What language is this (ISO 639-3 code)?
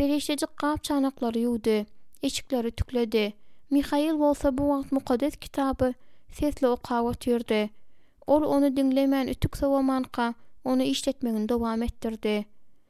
tuk